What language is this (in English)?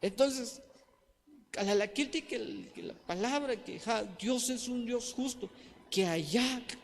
Tzeltal